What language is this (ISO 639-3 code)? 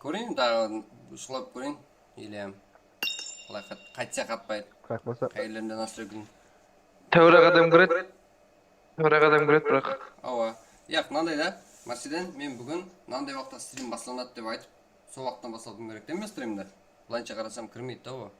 kaa